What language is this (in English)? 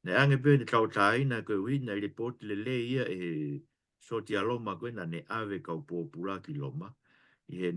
Tongan